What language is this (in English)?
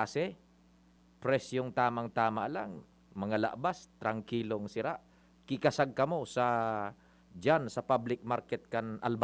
Bikol